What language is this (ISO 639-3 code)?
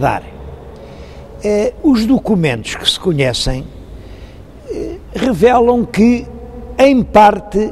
por